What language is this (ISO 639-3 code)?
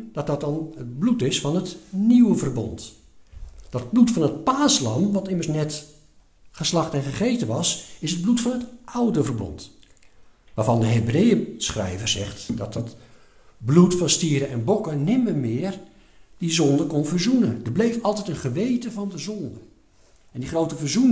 nld